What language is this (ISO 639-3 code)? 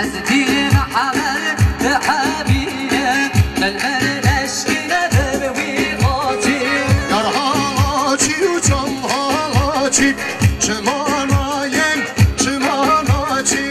kur